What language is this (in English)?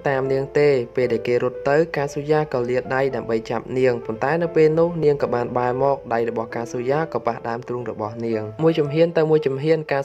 Khmer